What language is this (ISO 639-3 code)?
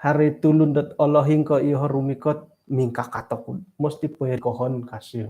dtp